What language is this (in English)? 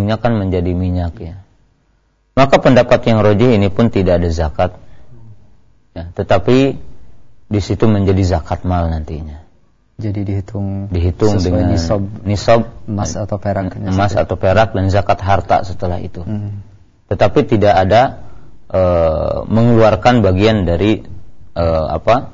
Indonesian